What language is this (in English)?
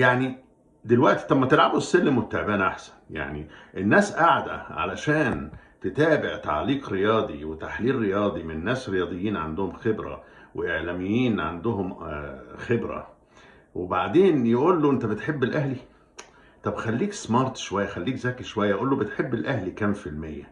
Egyptian Arabic